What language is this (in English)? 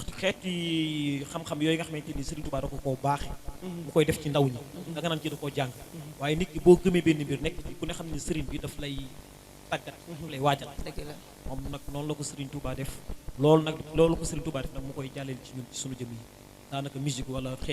Wolof